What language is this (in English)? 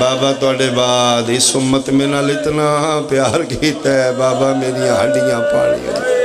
Pahari-Potwari